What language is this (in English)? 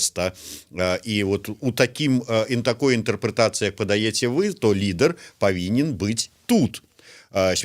Belarusian